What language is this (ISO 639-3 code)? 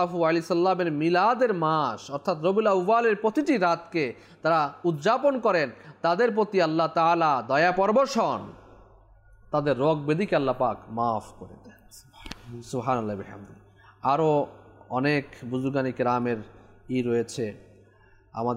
ben